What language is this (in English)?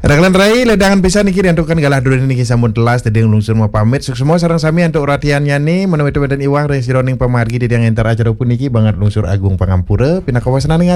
Balinese